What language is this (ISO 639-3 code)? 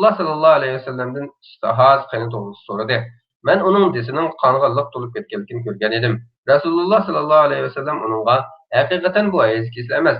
uig